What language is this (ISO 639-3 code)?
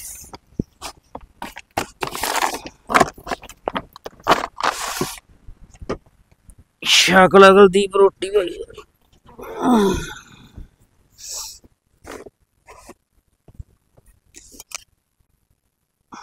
pan